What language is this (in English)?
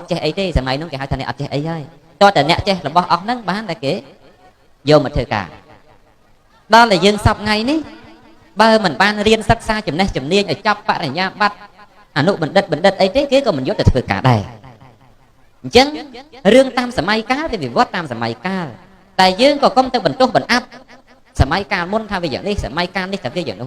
Khmer